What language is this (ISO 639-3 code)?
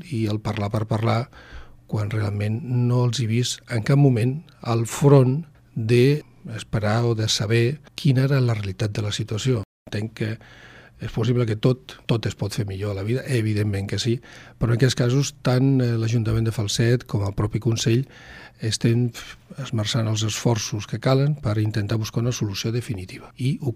cat